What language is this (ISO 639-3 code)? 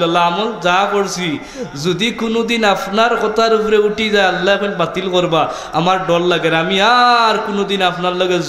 syl